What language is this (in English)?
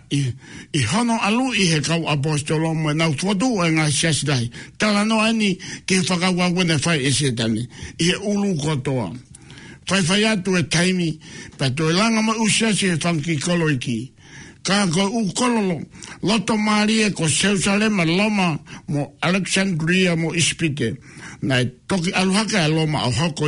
Tongan